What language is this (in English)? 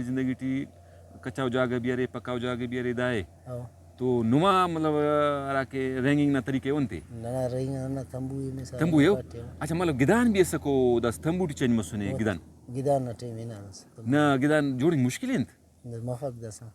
Brahui